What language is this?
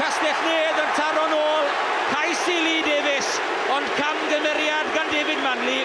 Welsh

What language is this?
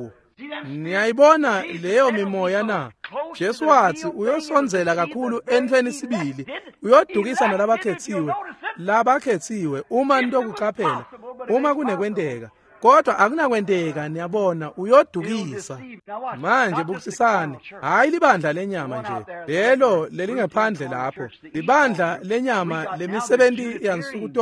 Swati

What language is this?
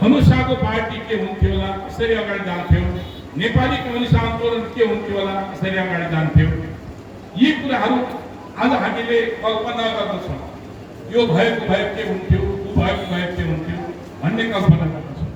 Nepali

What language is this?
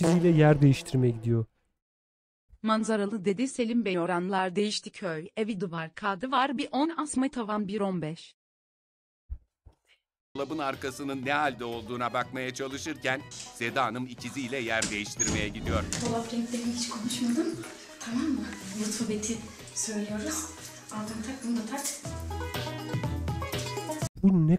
Turkish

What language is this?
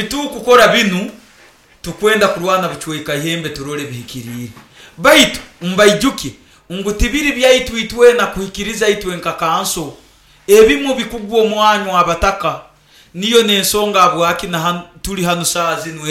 Nyoro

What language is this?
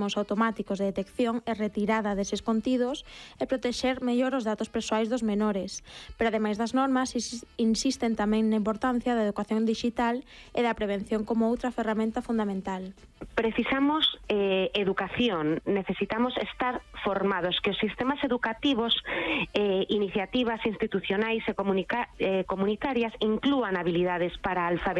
Galician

